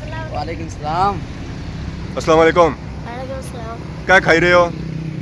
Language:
Pahari-Potwari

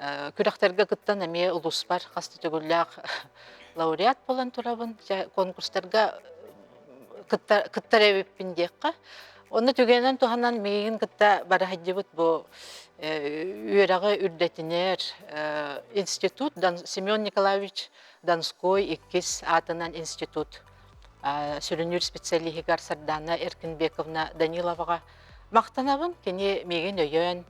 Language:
Yakut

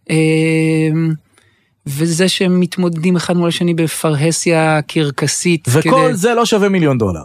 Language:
Hebrew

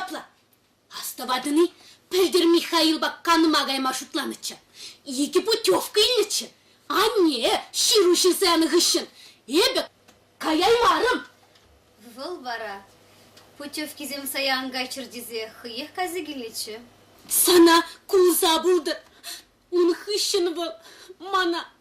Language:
Chuvash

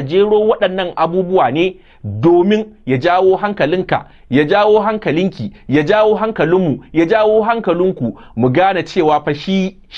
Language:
Hausa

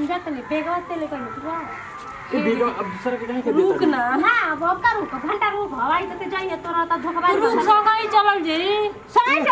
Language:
Bhojpuri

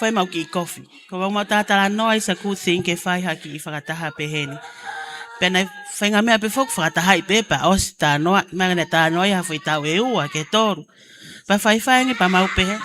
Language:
Tongan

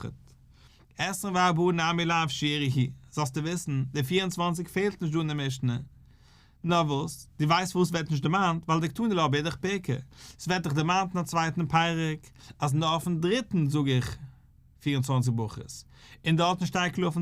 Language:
Yiddish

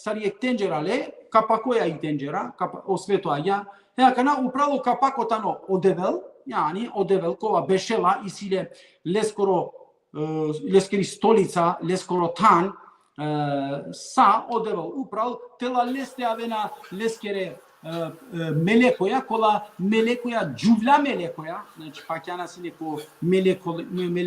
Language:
Balkan Romani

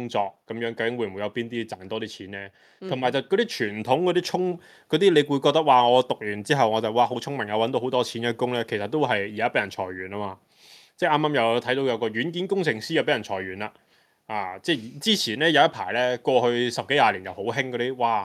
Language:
Cantonese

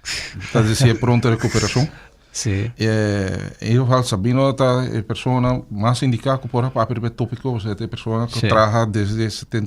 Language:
Papiamento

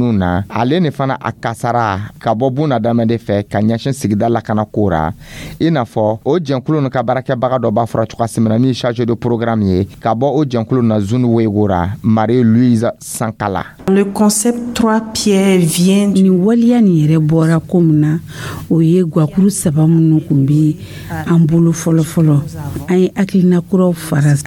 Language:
Dyula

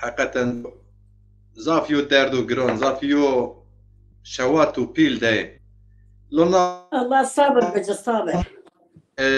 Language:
Zaza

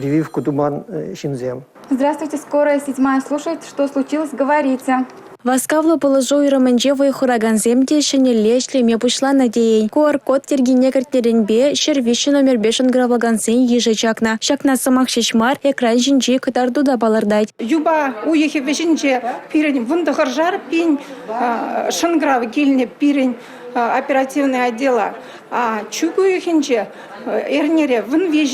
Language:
Chuvash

